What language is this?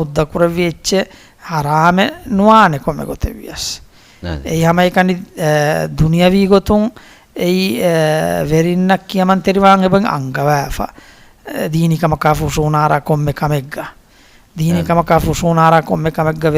Divehi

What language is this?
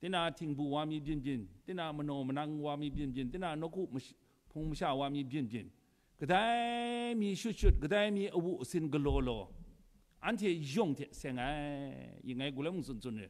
Kachin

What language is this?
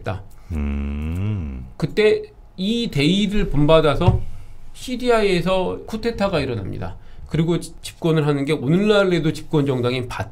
Korean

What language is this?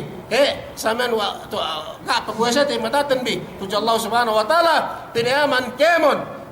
Yakan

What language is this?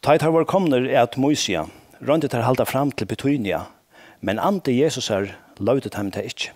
Faroese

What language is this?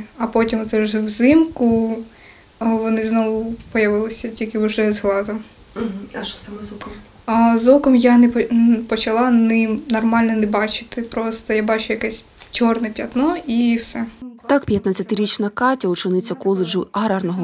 Ukrainian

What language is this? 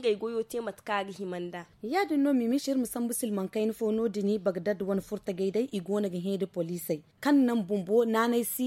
Zarma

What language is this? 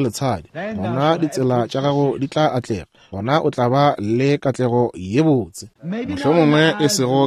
Northern Sotho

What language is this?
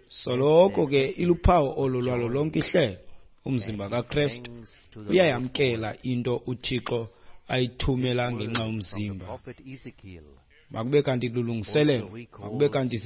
Xhosa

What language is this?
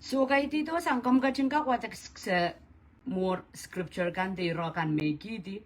Pohnpeian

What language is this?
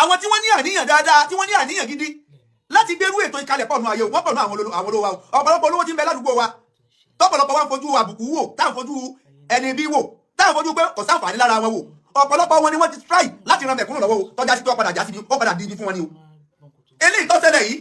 Yoruba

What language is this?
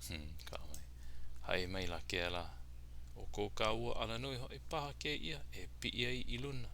Hawaiian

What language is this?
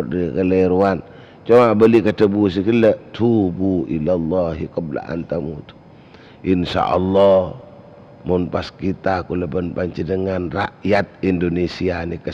Madurese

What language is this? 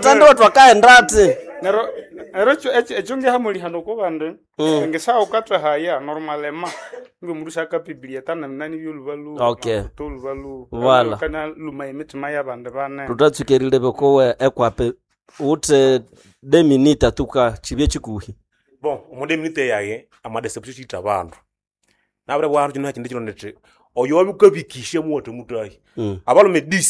Nande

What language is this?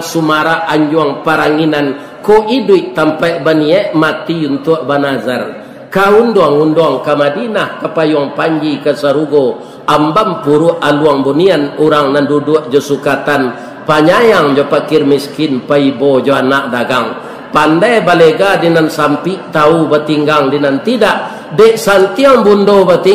Minangkabau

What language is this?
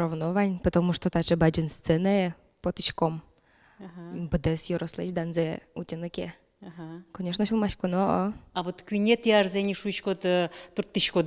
Udmurt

